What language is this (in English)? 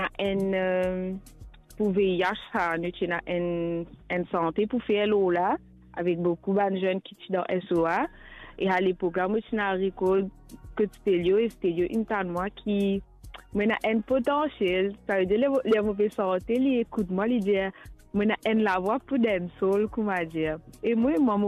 Morisyen